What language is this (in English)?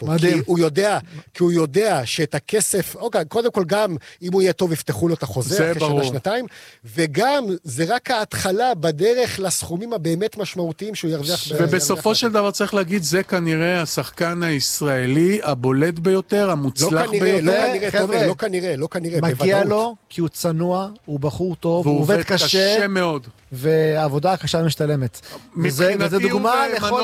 Hebrew